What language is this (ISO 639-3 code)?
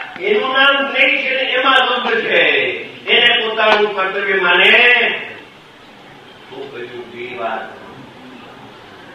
guj